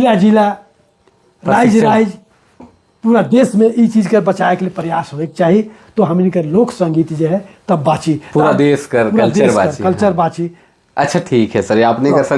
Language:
Sadri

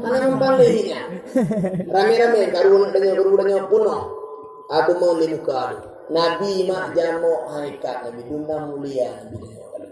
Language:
Achinese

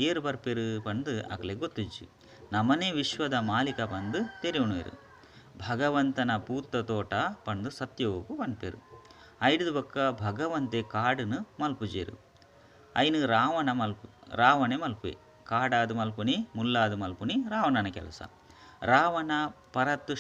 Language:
Tulu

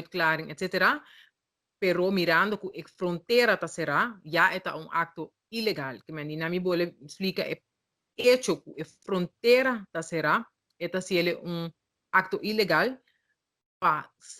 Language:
Papiamento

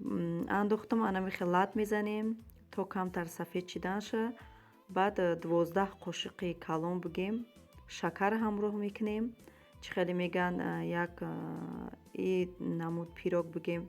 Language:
Tajik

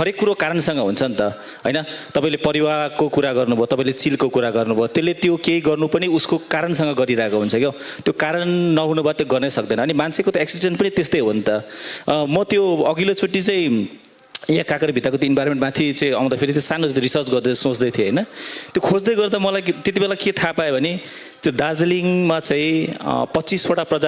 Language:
Nepali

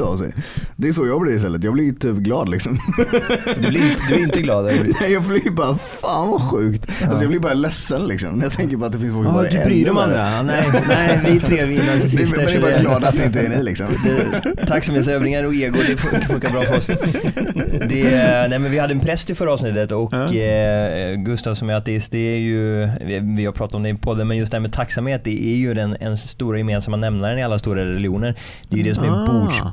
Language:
Swedish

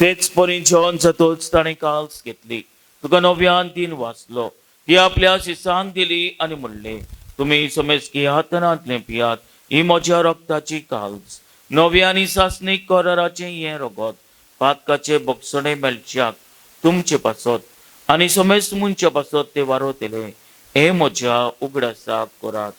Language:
Konkani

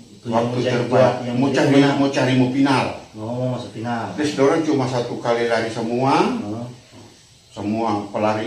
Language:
Manado Malay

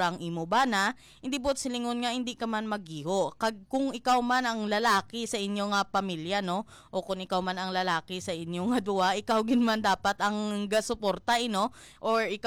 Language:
Hiligaynon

